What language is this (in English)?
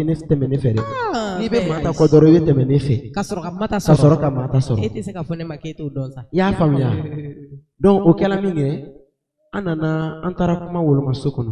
Bambara